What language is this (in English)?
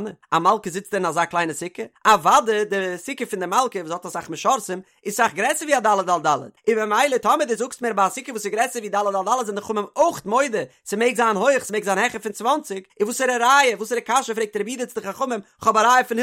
Yiddish